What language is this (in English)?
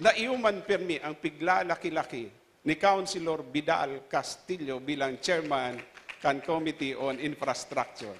Bikol